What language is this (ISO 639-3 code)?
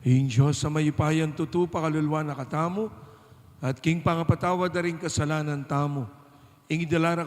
pam